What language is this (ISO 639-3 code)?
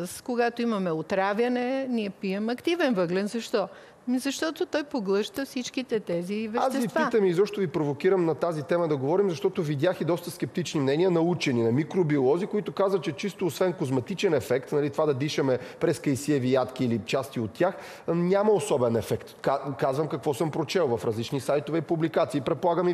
bul